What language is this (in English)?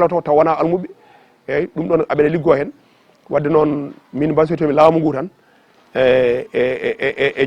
Fula